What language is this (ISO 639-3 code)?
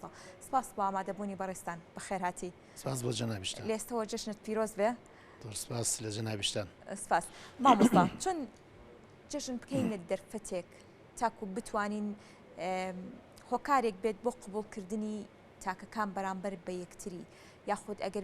ckb